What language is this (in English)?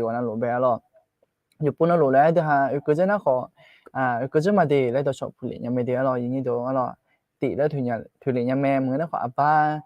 Akha